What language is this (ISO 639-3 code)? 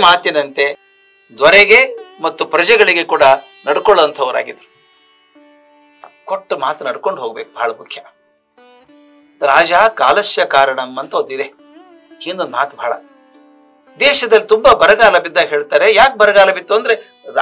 kan